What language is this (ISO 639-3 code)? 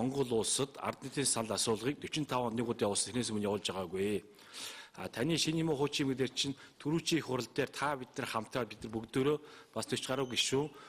mon